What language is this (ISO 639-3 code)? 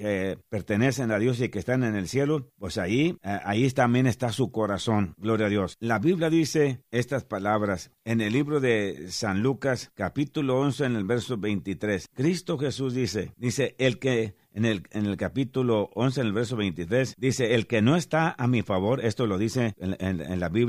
spa